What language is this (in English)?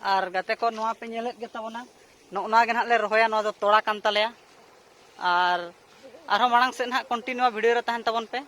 Santali